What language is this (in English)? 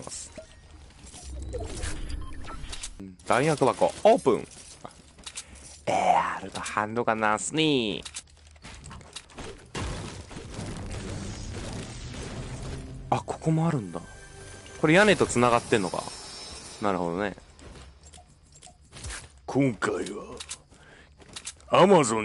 Japanese